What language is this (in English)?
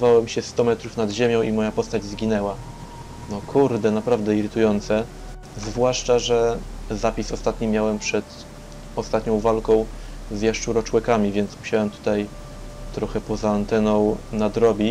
Polish